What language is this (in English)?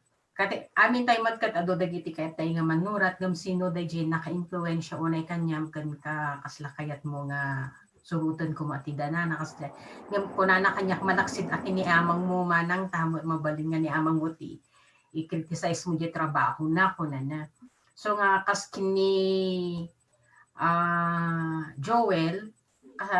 Iloko